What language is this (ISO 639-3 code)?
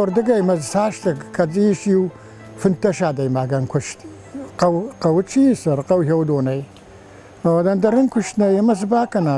oss